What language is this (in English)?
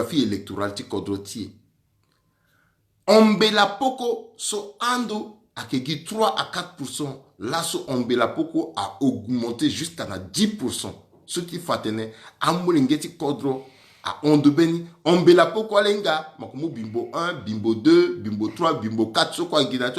Sango